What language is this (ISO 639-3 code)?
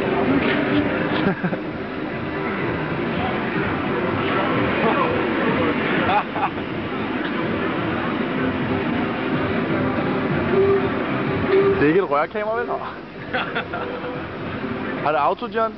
dan